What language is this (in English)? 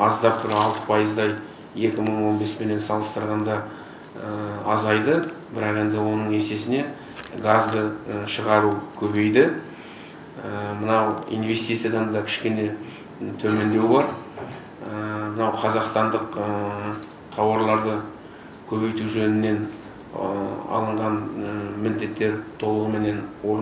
Kazakh